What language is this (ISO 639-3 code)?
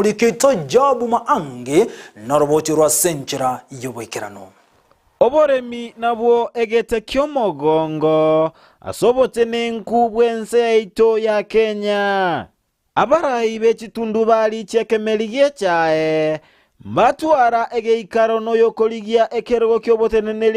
guz